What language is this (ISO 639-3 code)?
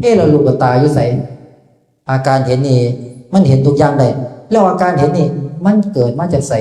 tts